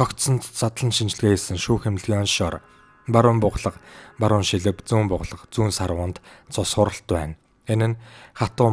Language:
Mongolian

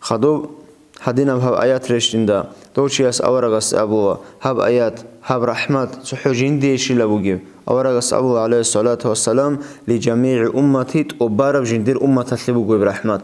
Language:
Avaric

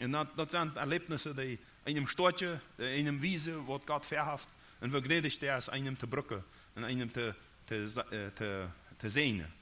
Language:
Plautdietsch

